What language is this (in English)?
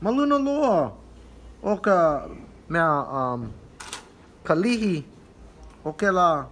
Hawaiian